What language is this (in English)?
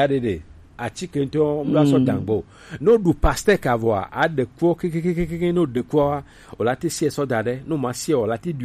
Gen